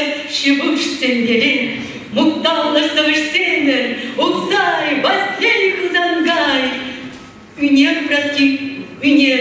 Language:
Chuvash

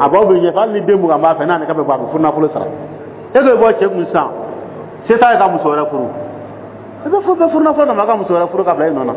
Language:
Dyula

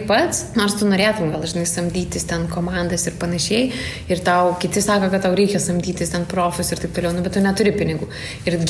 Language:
Lithuanian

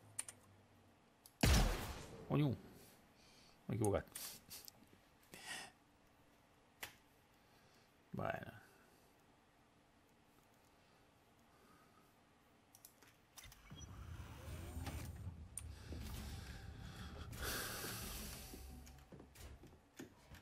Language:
Catalan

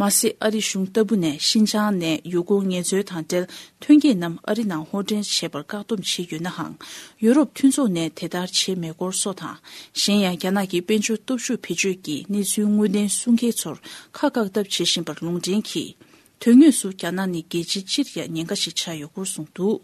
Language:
Tibetan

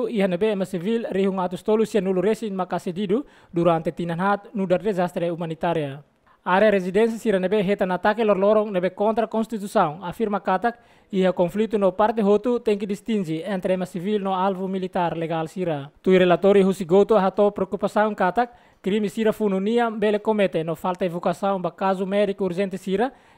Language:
Tetum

